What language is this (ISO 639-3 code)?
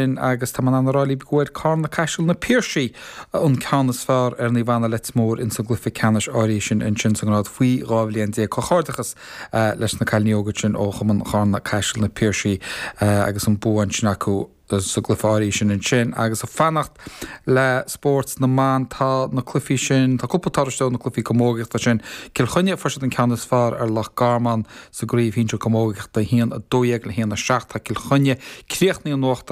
gle